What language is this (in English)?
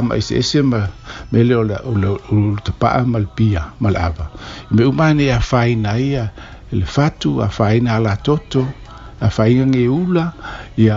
Samoan